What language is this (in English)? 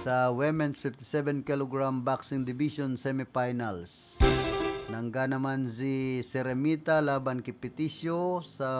Bikol